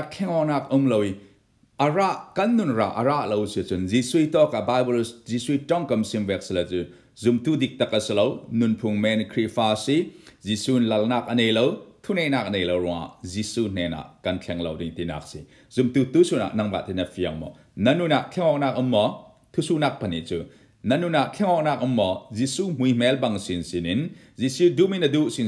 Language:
Falam Chin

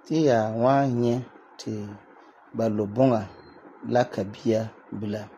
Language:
Frafra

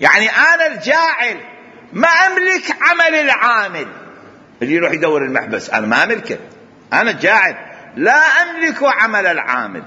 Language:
Mesopotamian Arabic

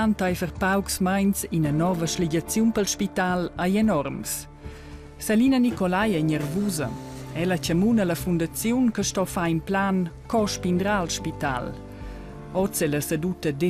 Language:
Romansh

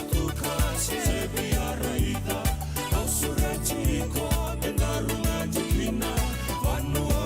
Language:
Fijian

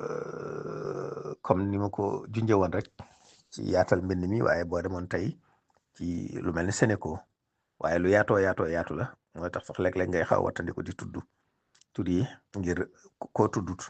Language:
Wolof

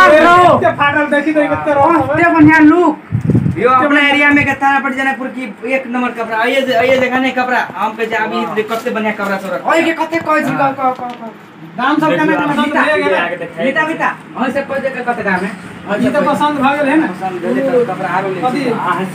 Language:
Maithili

